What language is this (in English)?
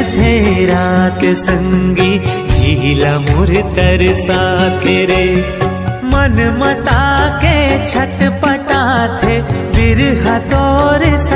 Chhattisgarhi